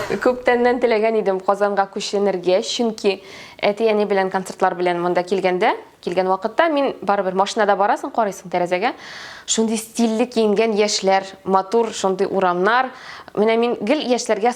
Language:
Tatar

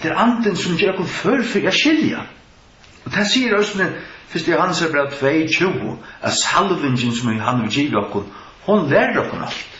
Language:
Faroese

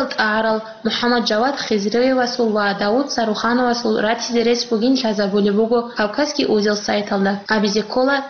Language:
Avaric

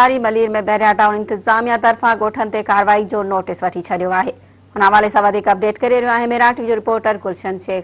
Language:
Sindhi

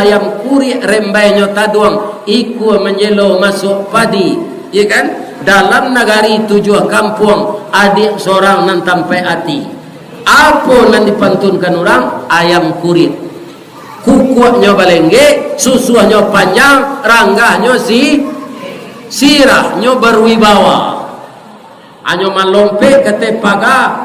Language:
Minangkabau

